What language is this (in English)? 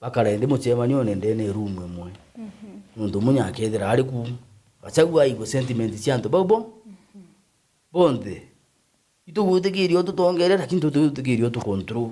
Meru